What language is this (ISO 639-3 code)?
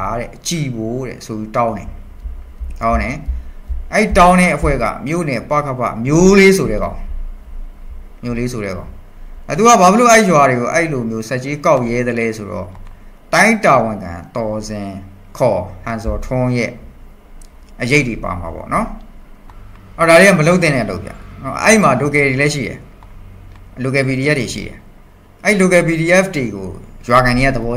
mya